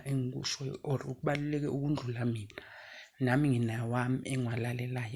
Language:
Zulu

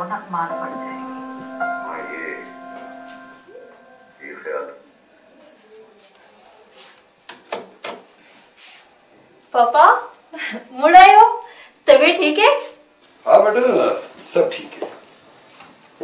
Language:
Hindi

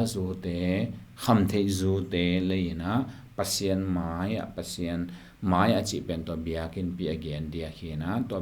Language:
Tedim Chin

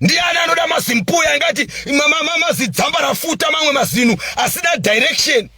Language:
Shona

